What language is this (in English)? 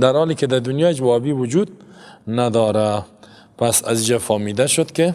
Persian